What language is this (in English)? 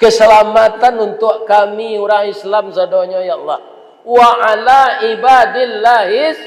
Minangkabau